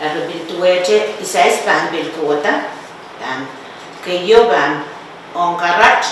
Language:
Pohnpeian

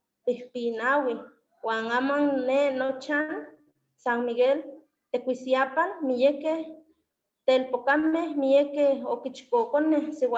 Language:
Eastern Huasteca Nahuatl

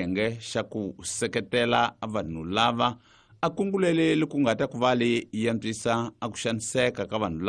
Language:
Tsonga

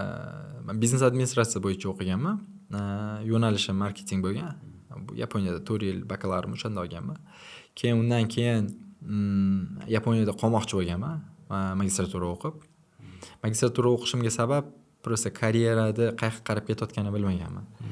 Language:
Uzbek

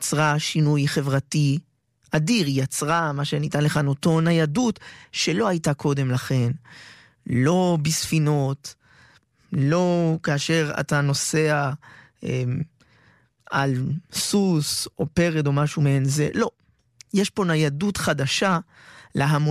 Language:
Hebrew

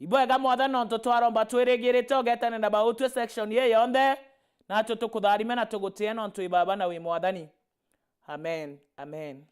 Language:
Meru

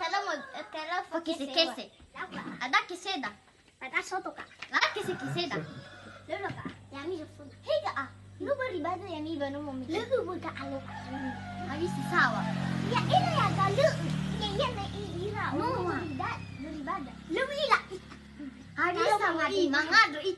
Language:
Nias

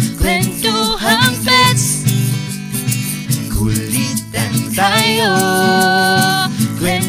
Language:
Filipino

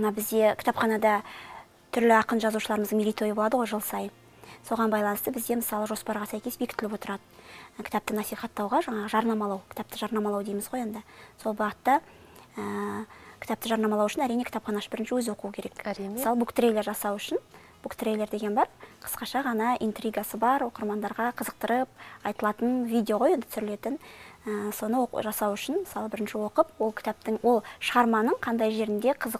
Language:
Kazakh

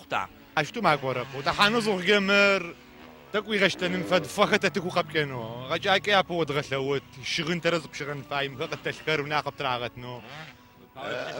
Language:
Adyghe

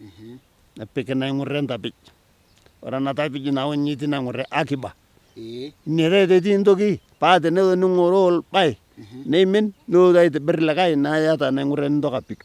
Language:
Masai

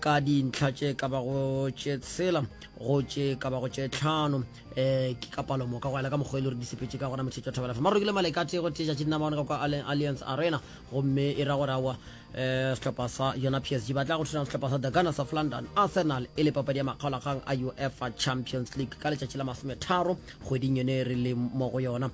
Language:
Northern Sotho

